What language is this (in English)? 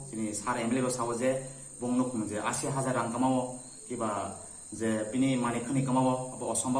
Kok Borok